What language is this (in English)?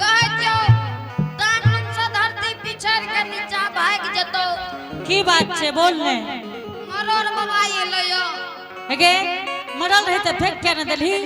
Angika